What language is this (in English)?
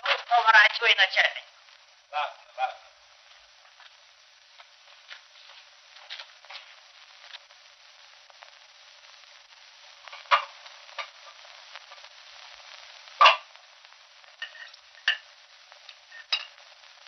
Russian